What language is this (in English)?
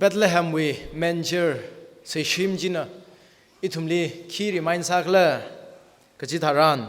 Tangkhul Naga (India)